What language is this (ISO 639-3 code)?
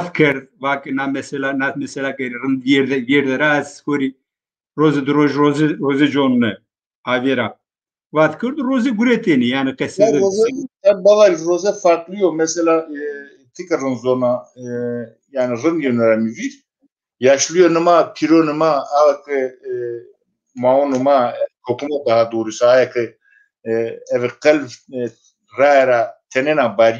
zza